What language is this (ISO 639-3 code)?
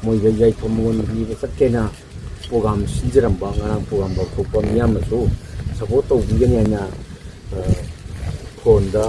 mni